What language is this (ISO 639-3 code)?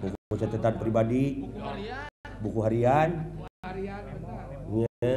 sun